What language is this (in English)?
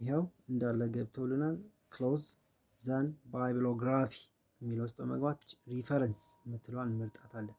Amharic